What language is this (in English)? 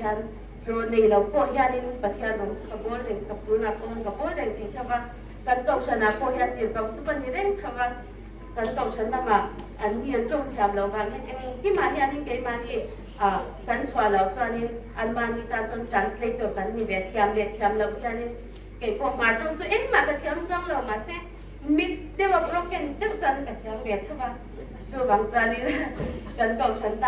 Hmar